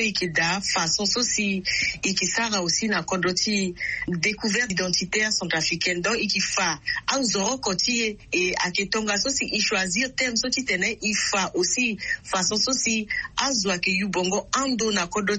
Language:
Sango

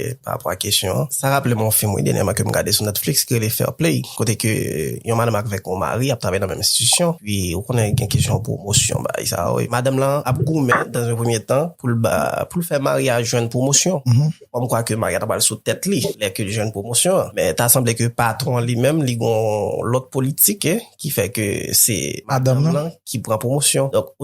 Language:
Haitian Creole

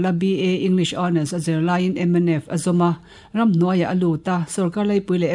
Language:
Mizo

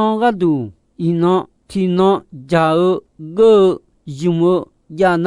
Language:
Akha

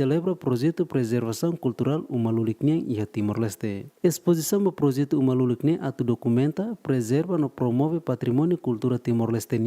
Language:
Tetum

